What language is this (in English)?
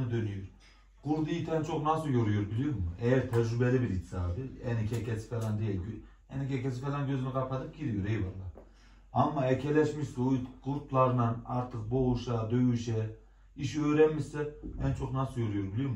Turkish